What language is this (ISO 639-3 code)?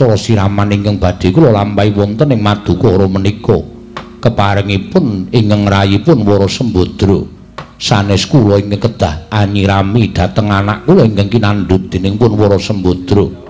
jav